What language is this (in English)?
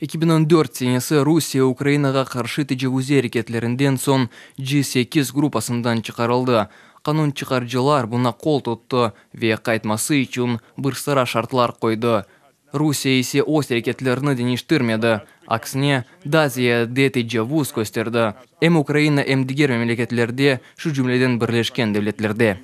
Crimean Tatar